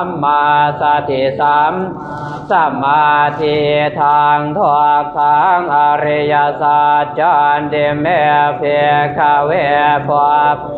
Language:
Pali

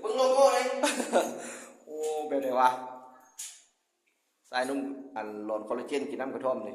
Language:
Lao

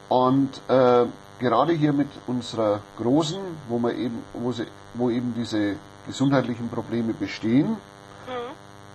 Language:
German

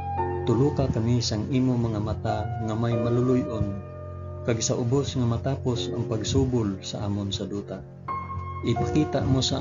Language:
Hiligaynon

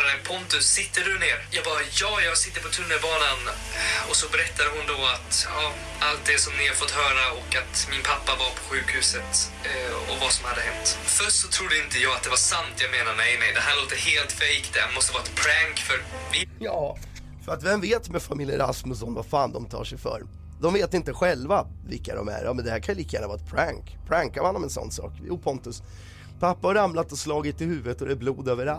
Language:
Swedish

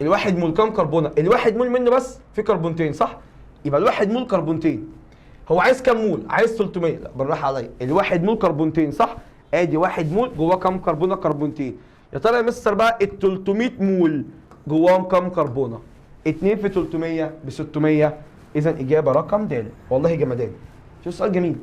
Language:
Egyptian Arabic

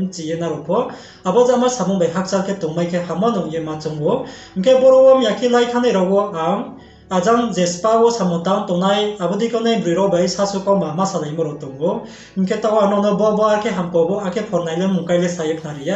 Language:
Riang (India)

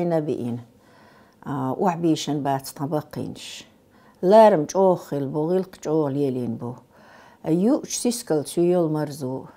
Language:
Chechen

